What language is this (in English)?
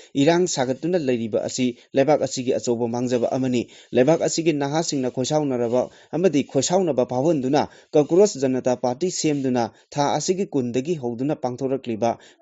Manipuri